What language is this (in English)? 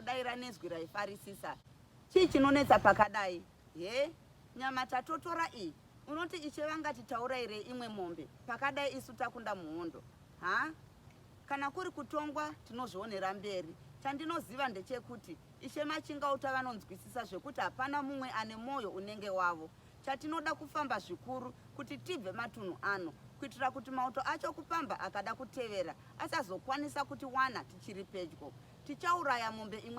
Shona